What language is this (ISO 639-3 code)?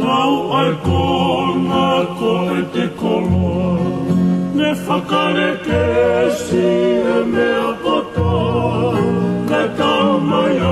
ton